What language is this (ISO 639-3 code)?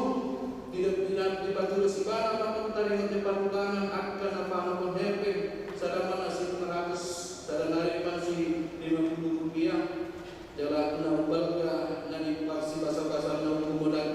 bbc